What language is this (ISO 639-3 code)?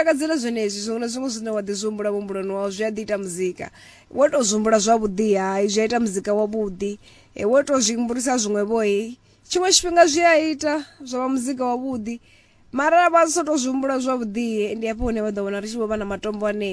ven